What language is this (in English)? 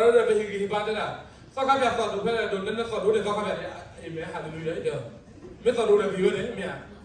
S'gaw Karen